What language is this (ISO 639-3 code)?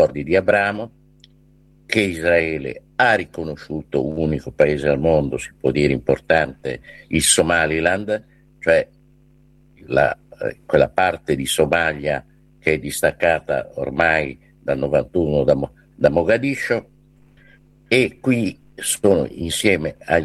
ita